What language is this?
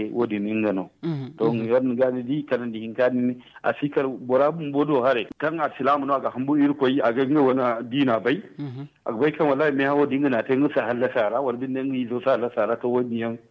Zarma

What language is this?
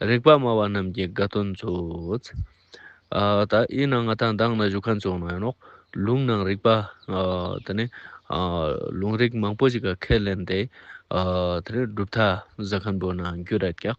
Ladakhi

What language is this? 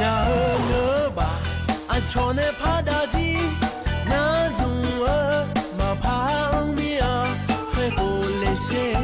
Akha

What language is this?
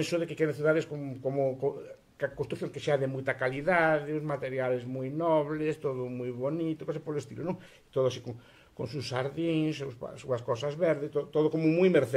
Galician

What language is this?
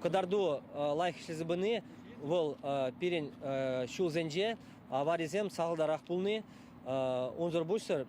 Chuvash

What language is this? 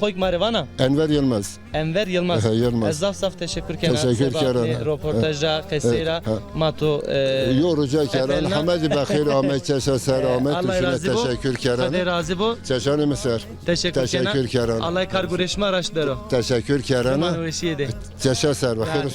Zaza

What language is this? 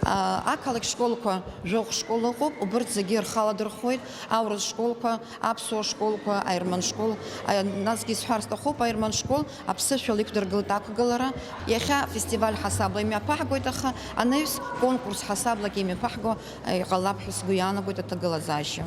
Abkhazian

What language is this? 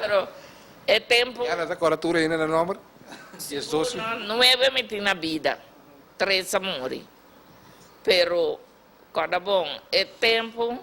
Papiamento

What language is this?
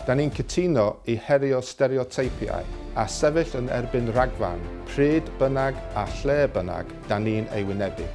Welsh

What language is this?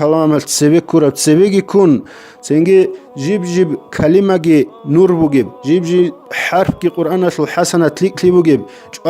Avaric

